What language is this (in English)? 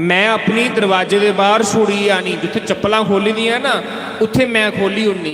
Dogri